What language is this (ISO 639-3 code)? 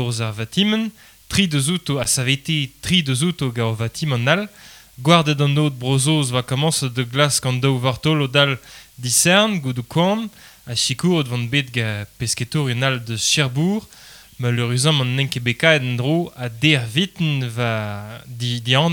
bre